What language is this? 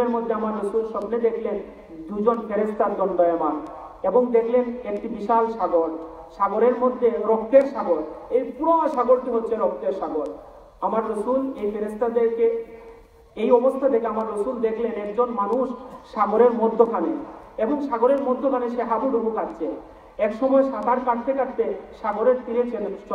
Bangla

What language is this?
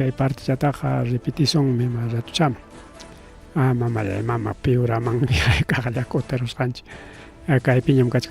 Ayacucho Quechua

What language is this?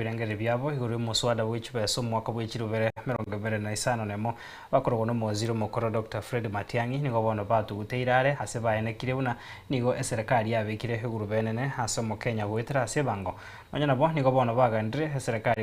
Gusii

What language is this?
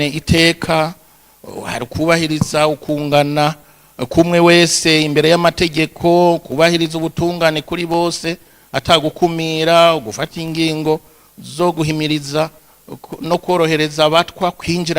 Rundi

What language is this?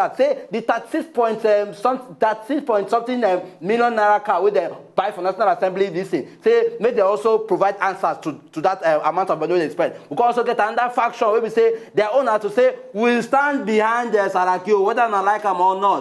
Nigerian Pidgin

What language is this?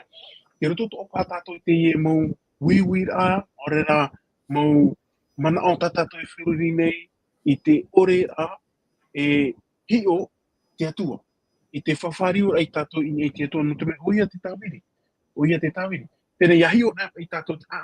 Tahitian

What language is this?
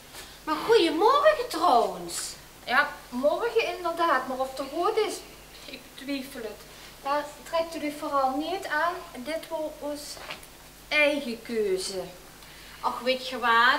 Limburgish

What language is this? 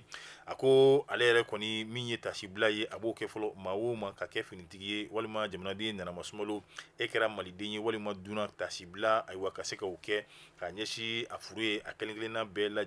Bambara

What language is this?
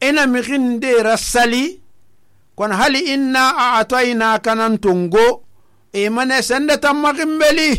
Susu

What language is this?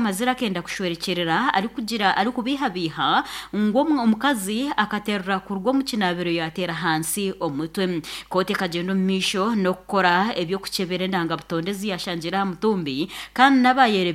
Nyankole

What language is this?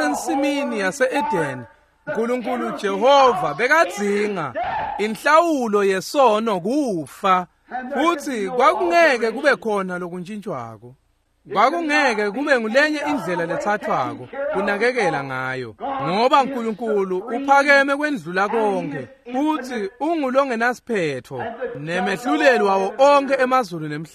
Swati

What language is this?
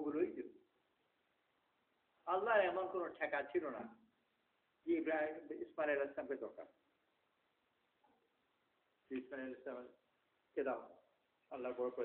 Bangla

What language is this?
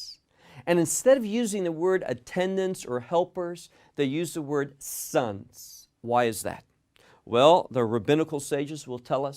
English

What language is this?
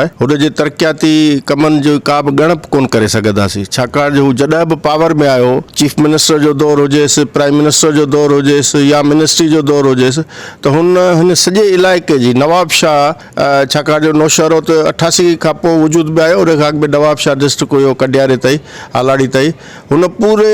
Sindhi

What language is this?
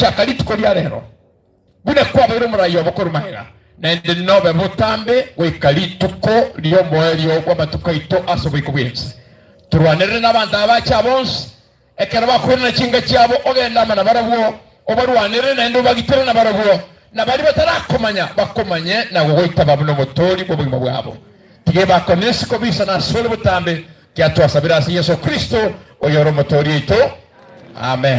Gusii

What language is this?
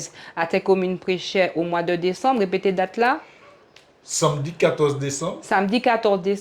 Guadeloupean Creole French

